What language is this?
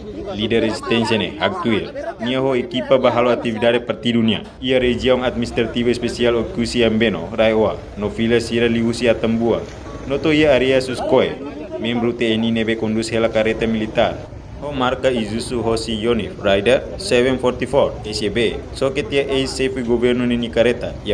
Tetum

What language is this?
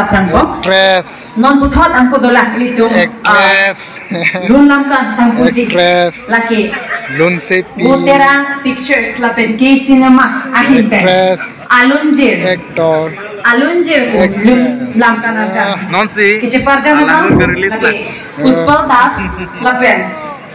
Karbi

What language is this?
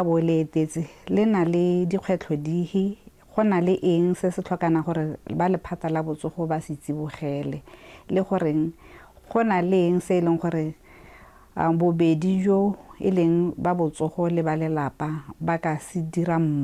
Tswana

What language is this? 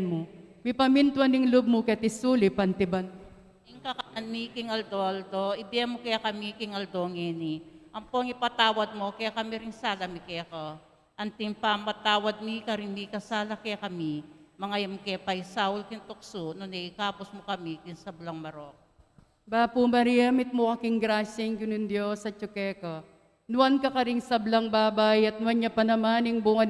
Pampanga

